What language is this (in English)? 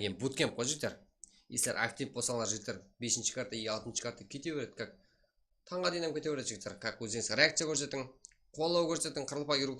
Kara-Kalpak